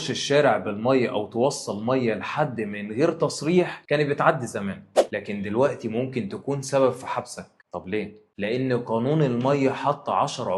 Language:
Egyptian Arabic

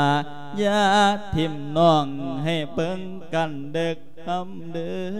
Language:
Lao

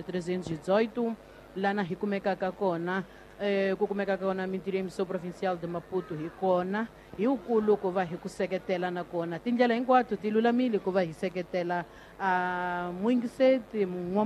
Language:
Tsonga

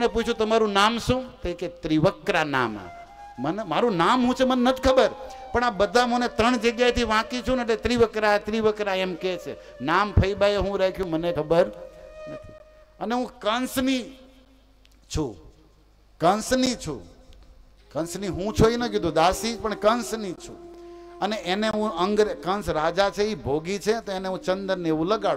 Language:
Gujarati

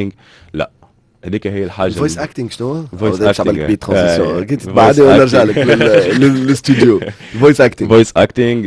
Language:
Tunisian Arabic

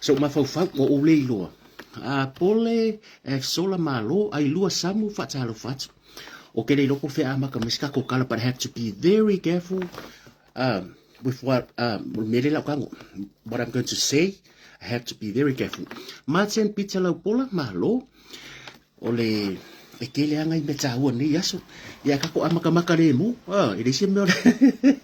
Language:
Samoan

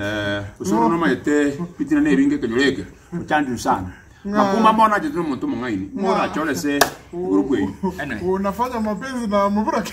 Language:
Gusii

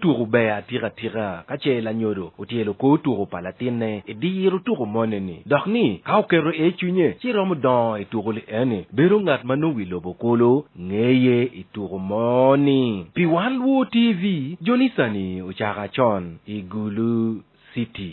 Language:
Acoli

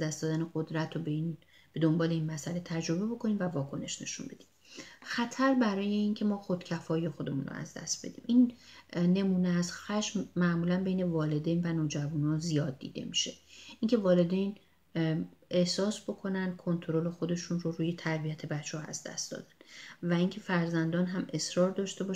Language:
Persian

